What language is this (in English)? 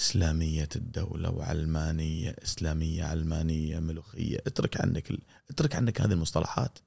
Gulf Arabic